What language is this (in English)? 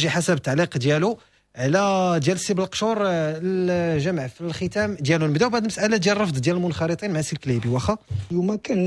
Moroccan Arabic